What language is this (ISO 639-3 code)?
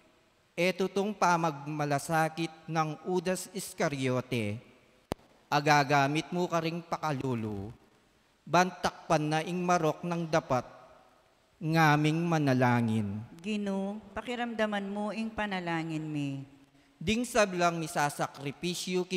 pam